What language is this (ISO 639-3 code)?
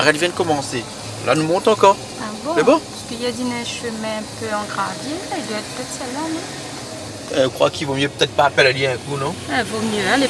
rcf